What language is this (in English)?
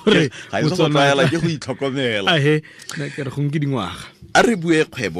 Tswana